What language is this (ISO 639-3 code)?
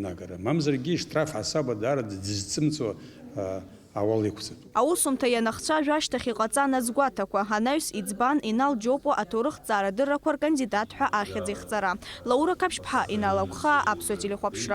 abk